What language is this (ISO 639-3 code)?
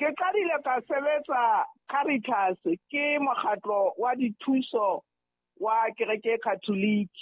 sot